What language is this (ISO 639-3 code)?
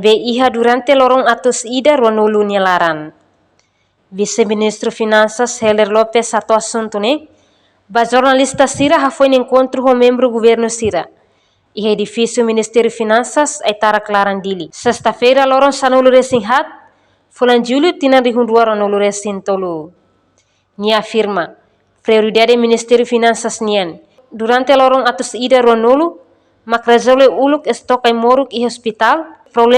tet